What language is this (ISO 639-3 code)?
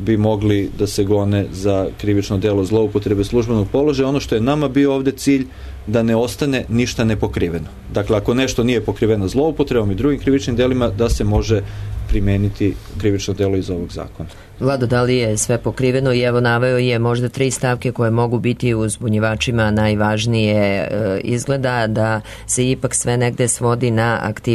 srp